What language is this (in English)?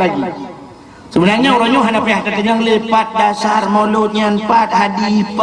Achinese